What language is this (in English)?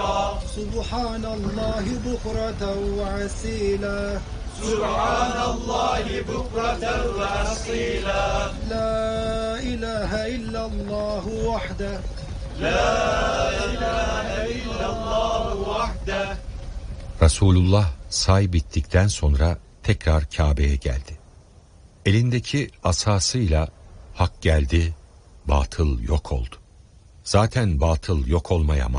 Turkish